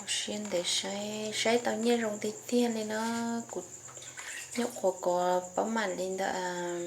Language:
Hmong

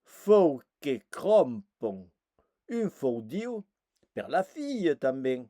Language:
Occitan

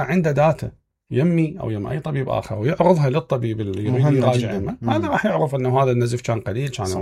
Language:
Mesopotamian Arabic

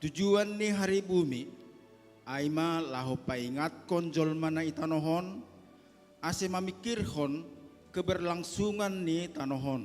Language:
Batak Simalungun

